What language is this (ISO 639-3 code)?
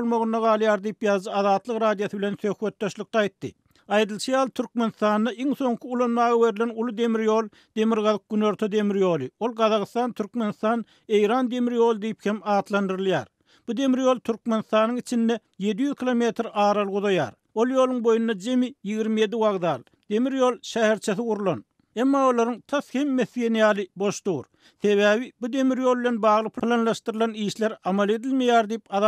tuk